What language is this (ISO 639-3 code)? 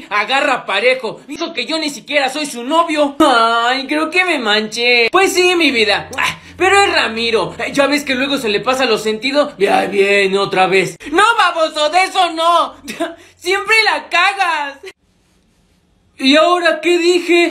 spa